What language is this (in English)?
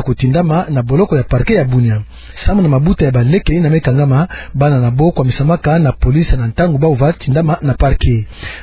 Kituba (Democratic Republic of Congo)